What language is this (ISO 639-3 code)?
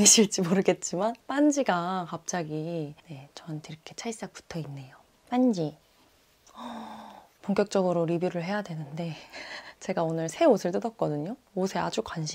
kor